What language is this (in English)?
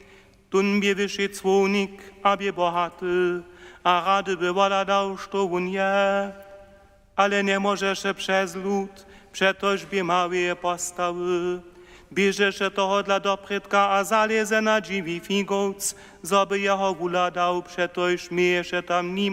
Upper Sorbian